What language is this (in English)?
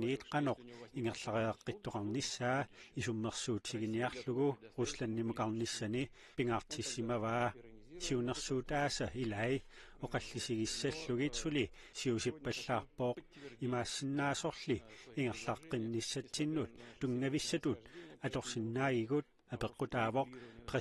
Kalaallisut